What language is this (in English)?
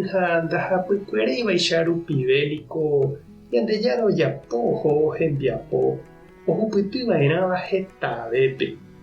Guarani